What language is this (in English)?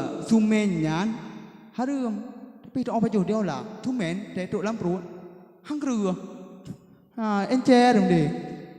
Achinese